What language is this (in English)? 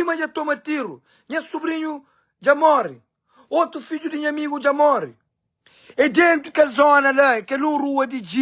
Kabuverdianu